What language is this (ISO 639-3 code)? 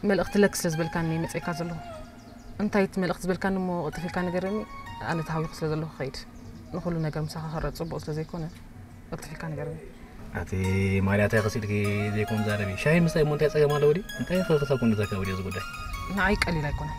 tir